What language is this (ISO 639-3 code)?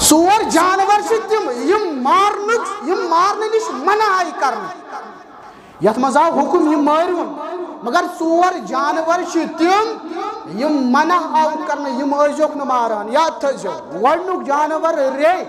kas